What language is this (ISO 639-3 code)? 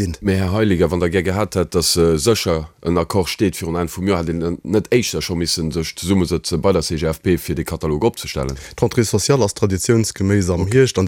ltz